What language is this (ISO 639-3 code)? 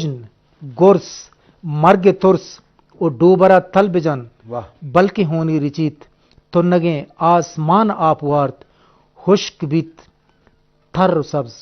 bgp